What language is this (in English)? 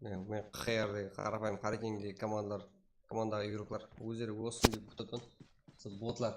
Kara-Kalpak